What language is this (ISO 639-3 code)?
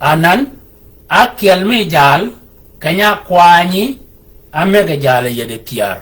shk